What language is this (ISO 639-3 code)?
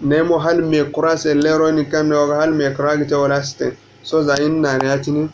dje